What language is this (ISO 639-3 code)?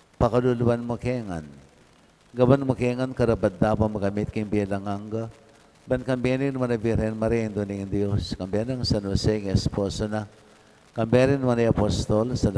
pam